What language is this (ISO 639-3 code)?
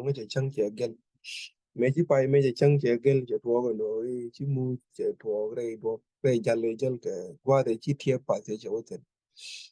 nus